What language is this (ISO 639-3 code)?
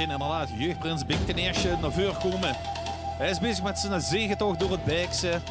lim